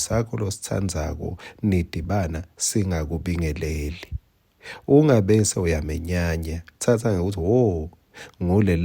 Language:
Swati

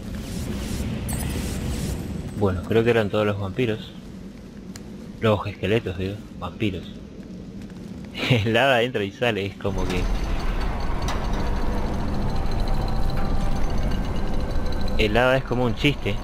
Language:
Spanish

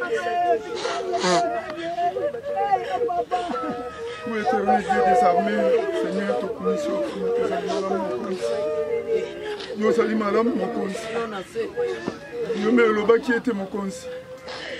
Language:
French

